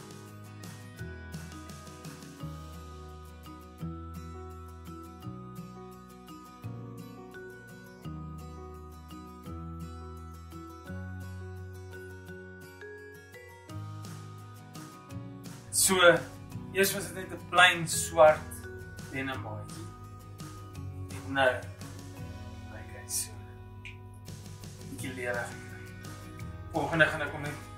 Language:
Afrikaans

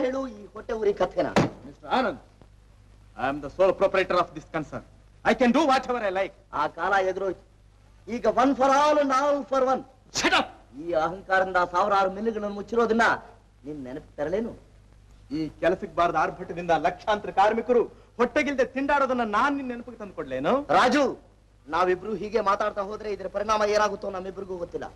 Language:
Kannada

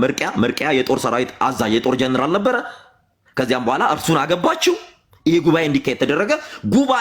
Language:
Amharic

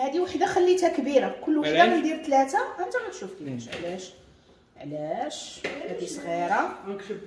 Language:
Moroccan Arabic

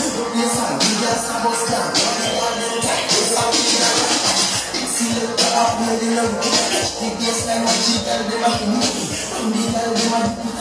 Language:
Jamaican Creole English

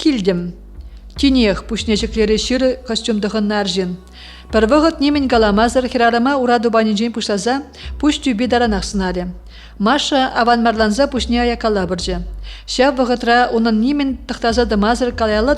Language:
Chuvash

